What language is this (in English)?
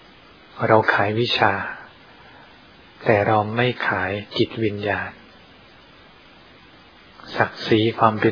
Thai